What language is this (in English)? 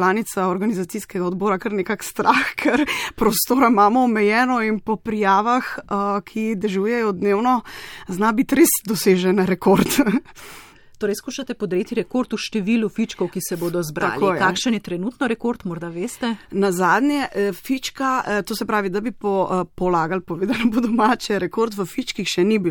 Slovenian